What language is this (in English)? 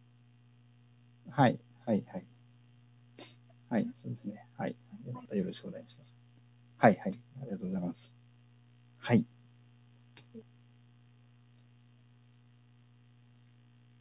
Japanese